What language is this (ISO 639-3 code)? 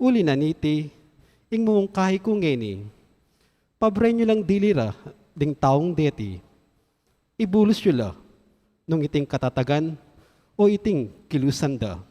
pam